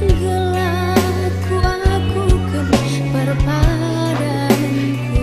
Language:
Batak Karo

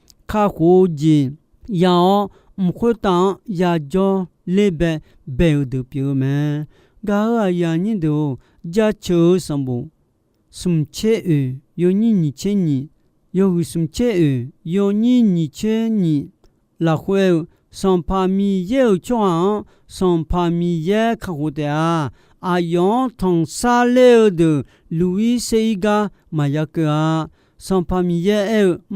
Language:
Akha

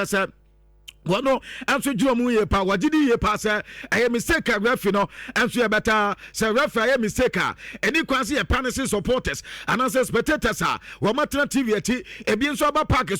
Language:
Akan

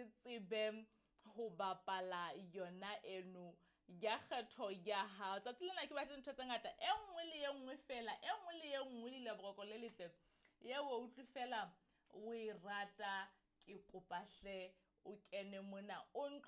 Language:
Southern Sotho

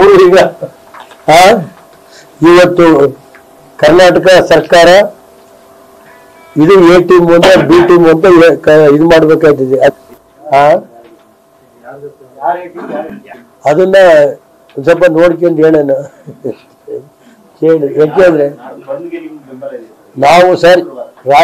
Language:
Kannada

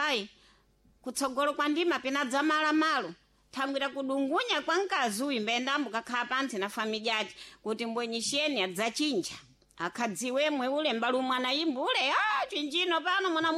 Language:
Sena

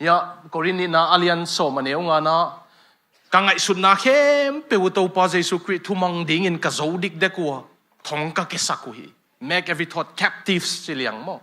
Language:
Tedim Chin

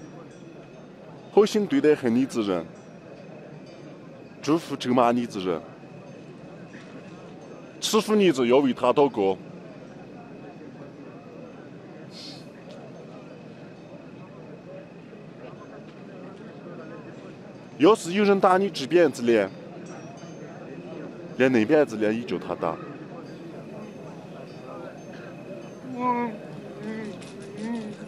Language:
Chinese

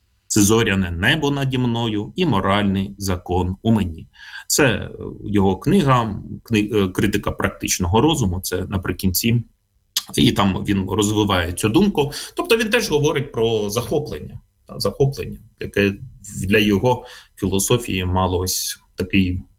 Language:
Ukrainian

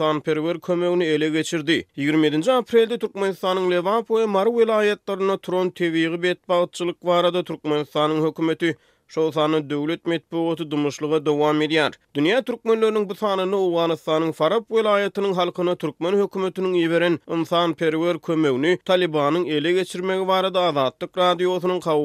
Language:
Turkmen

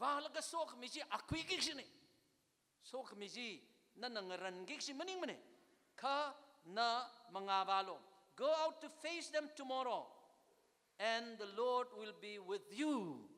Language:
Tangkhul Naga (India)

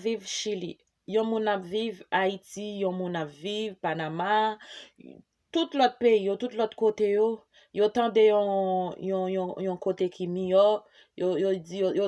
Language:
Haitian Creole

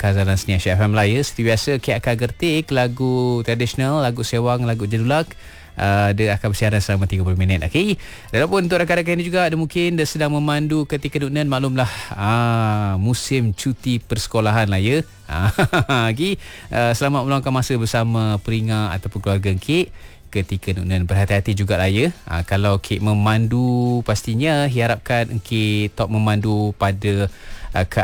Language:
Malay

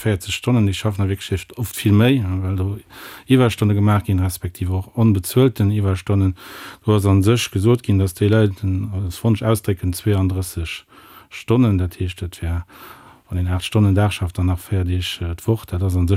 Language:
Luxembourgish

